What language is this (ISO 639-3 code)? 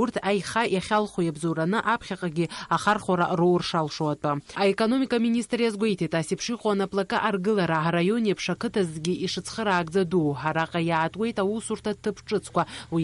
abk